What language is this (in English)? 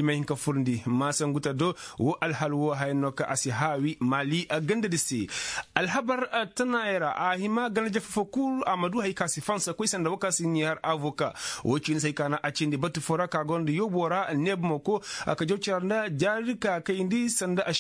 Koyraboro Senni